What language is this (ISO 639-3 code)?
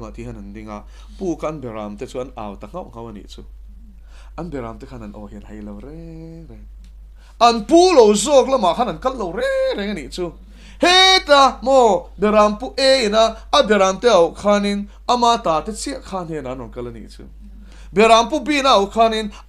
lus